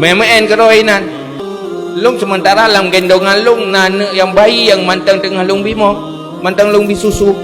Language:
Achinese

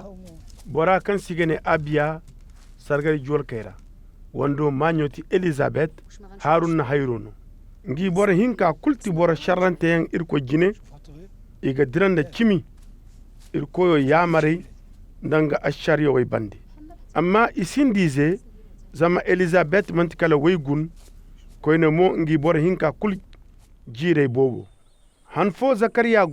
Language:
Koyraboro Senni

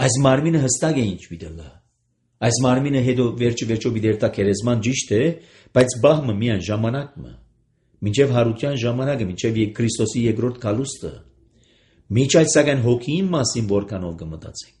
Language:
Armenian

